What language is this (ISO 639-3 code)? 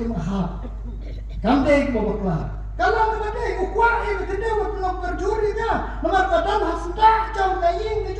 kha